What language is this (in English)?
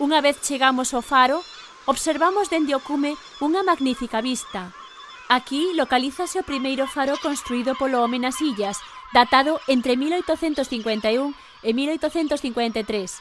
Galician